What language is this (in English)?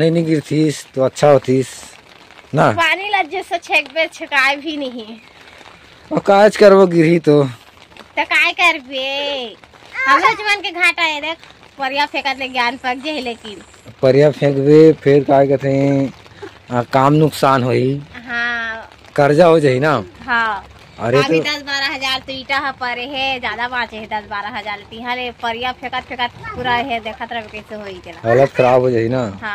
Chhattisgarhi